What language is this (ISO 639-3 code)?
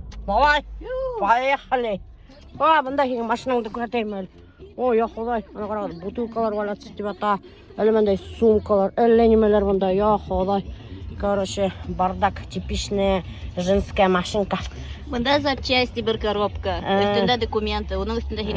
bak